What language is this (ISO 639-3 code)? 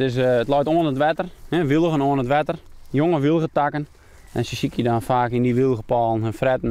fry